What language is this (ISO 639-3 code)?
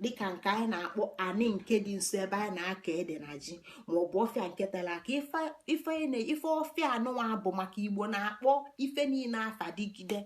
ibo